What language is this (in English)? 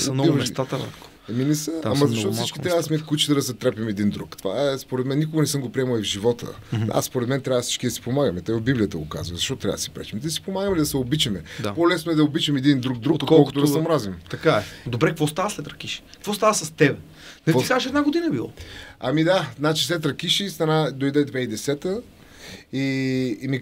Bulgarian